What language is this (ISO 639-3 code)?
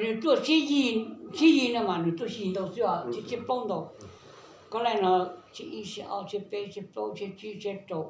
hmn